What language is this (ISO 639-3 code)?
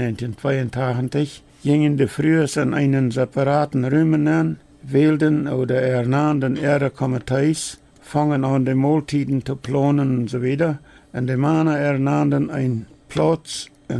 pdt